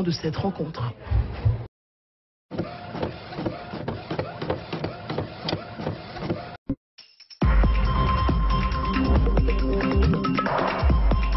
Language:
French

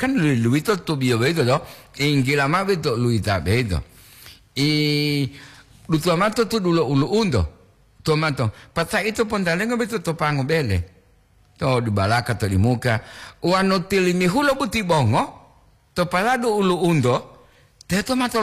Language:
Gorontalo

